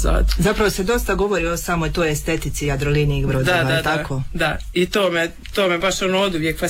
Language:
Croatian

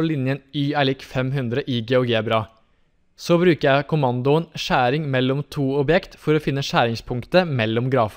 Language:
Norwegian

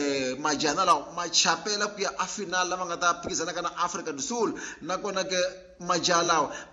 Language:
Tsonga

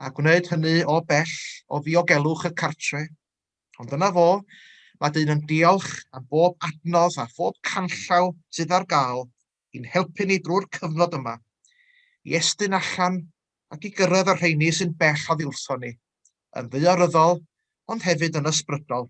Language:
Welsh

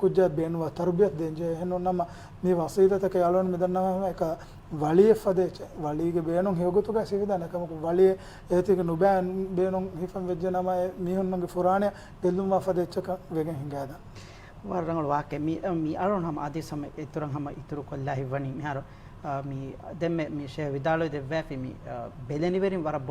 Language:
Divehi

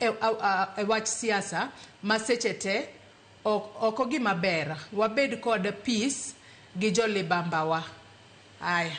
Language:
Luo (Kenya and Tanzania)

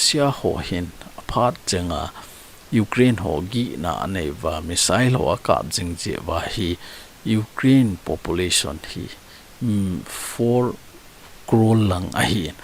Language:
Thado Chin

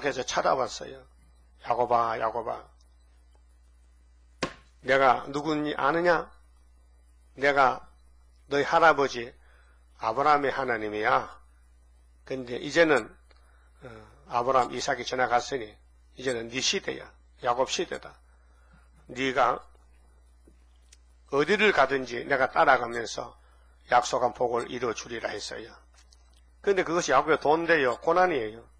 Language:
Korean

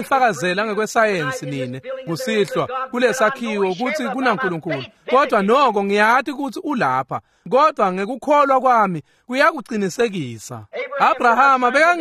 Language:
Swati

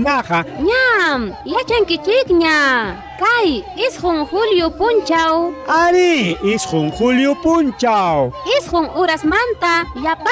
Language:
Ayacucho Quechua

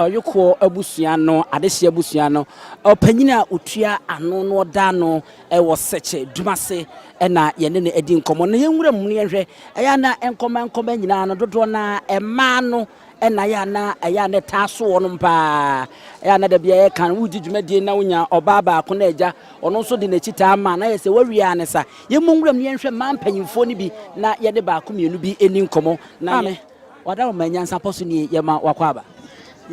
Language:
Akan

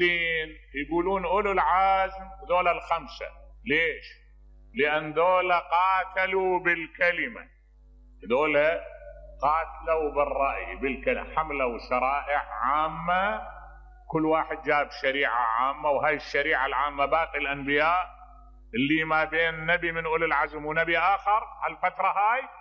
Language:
Mesopotamian Arabic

